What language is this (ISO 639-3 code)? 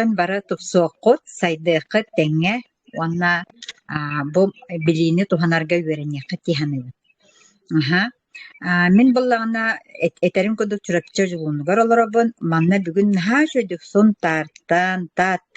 sah